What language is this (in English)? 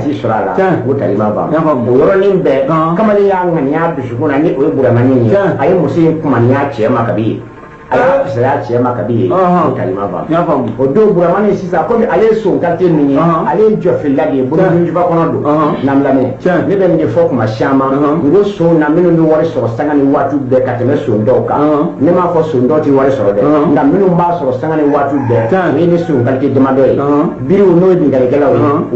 Bambara